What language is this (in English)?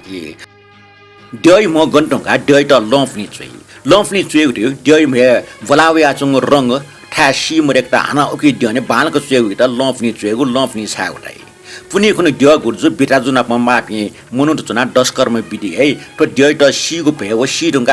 Newari